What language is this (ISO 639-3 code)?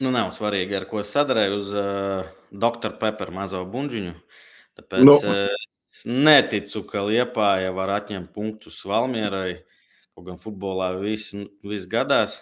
lav